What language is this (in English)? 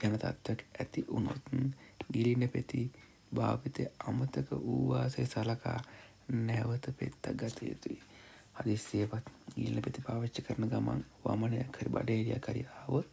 Sinhala